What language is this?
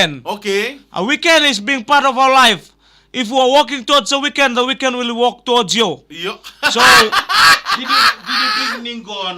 Fijian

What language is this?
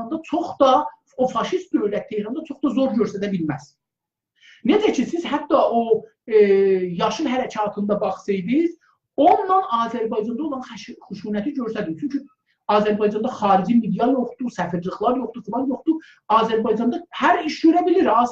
South Azerbaijani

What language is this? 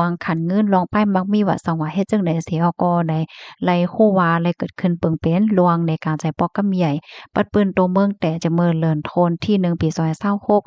Shan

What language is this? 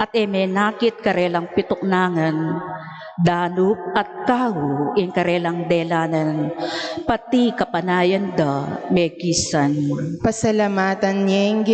Pampanga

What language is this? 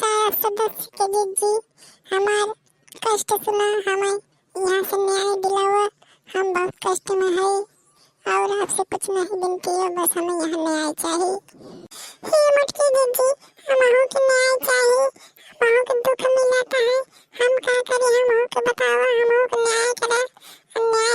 Awadhi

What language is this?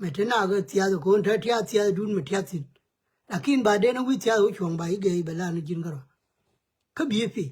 Nuer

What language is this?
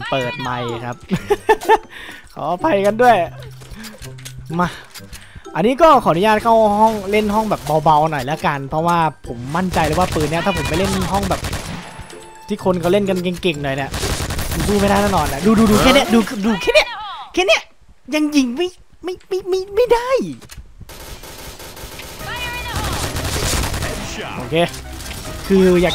Thai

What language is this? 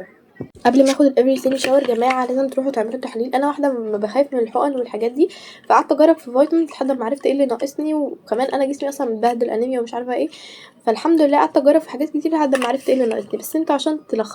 Egyptian Arabic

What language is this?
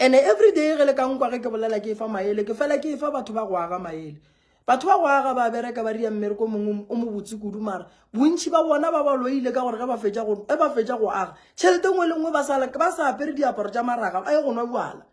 Northern Sotho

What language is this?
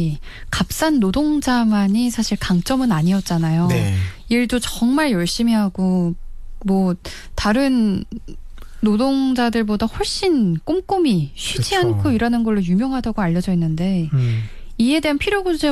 Korean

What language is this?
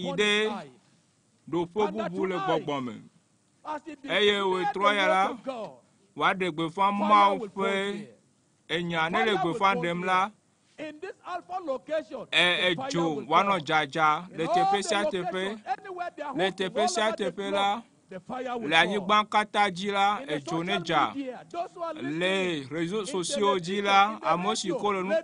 Ewe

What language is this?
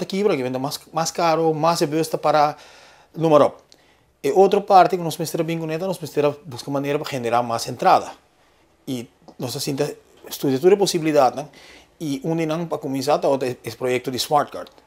Papiamento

